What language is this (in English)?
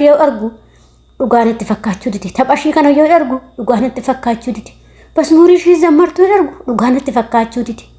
Oromo